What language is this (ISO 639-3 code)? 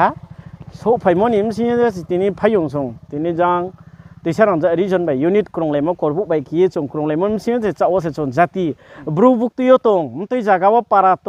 ria